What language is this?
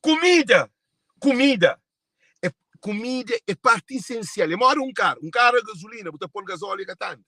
Kabuverdianu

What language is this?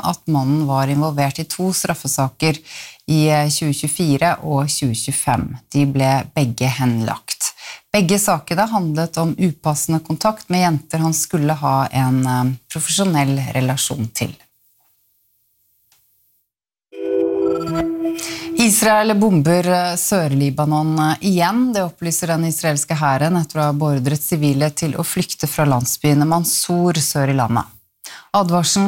Norwegian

